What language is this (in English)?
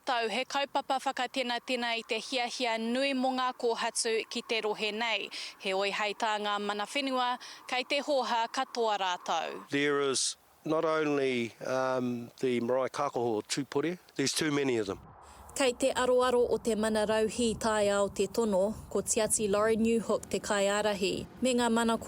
Māori